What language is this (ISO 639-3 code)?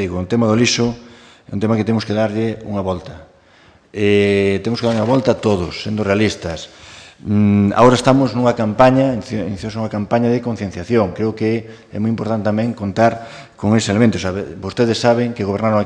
glg